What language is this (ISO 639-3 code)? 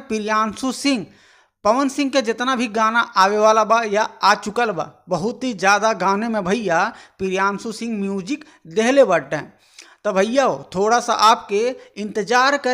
bho